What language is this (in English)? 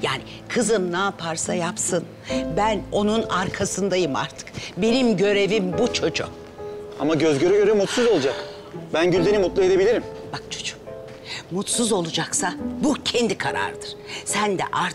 Turkish